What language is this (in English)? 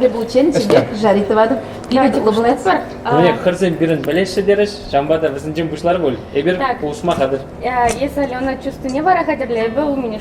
Chuvash